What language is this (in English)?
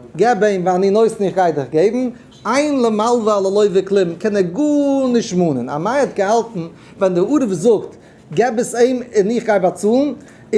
Yiddish